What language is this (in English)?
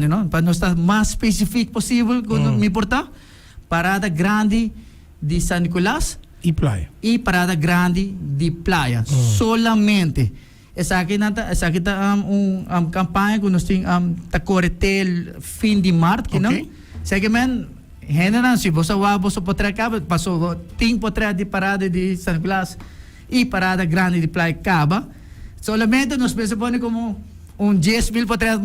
Papiamento